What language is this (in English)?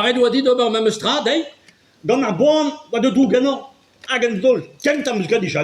Breton